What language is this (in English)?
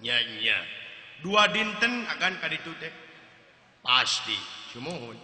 Sundanese